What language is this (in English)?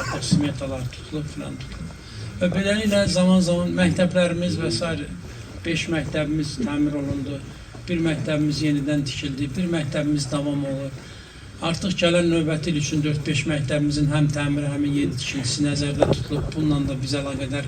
Azerbaijani